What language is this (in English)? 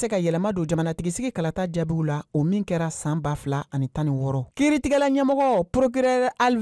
Bambara